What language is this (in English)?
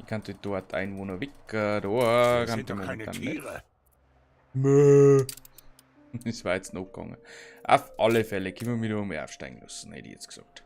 Bavarian